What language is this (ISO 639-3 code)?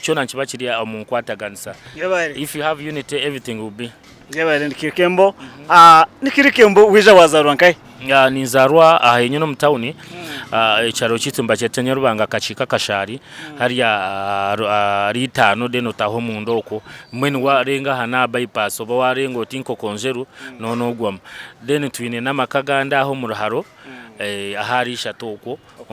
nyn